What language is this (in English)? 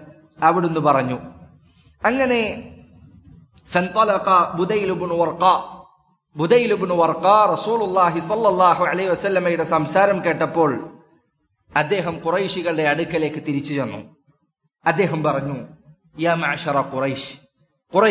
Malayalam